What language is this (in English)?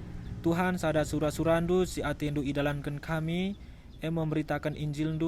Batak Karo